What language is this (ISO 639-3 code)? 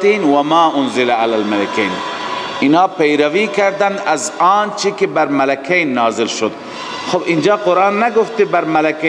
fas